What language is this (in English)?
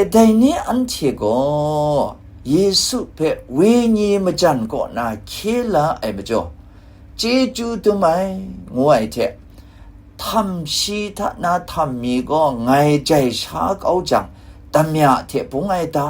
Kachin